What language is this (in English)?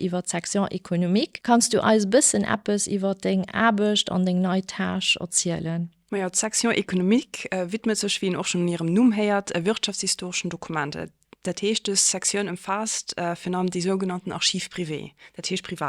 Luxembourgish